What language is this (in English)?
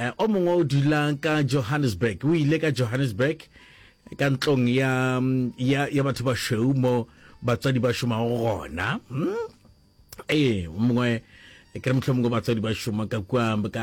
Northern Sotho